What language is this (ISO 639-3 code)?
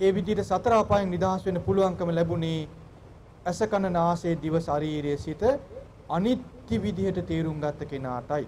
sin